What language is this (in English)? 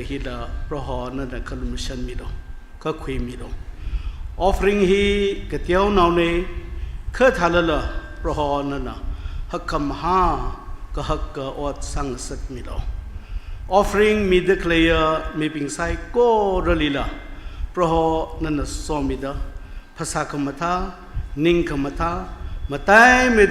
Tangkhul Naga (India)